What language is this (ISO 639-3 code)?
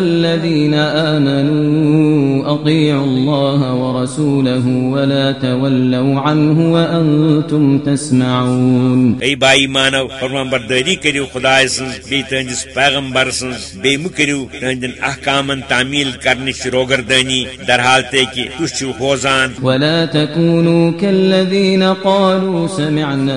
kas